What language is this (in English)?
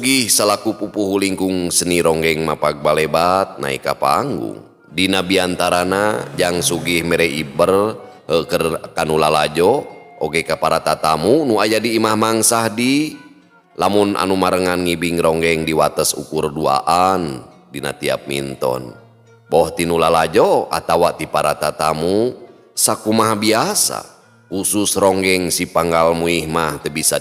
Sundanese